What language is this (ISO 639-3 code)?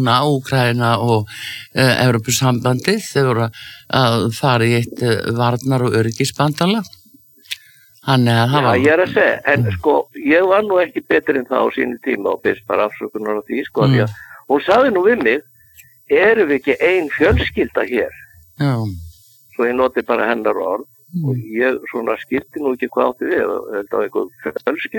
isl